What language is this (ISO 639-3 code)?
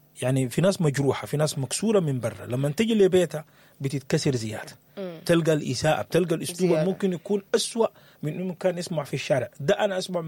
apd